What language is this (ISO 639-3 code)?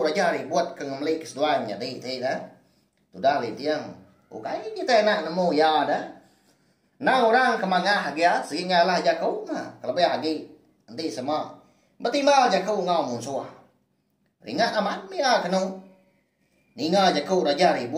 iba